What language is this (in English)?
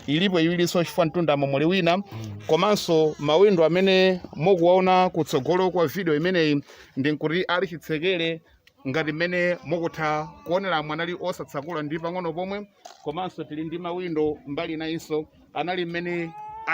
Nyanja